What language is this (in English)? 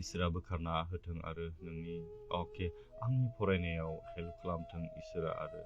Bodo